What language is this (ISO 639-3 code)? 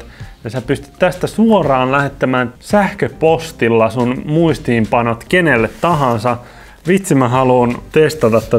fin